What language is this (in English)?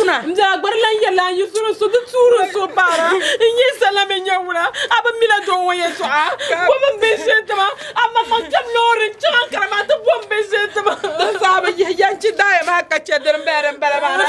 Dagbani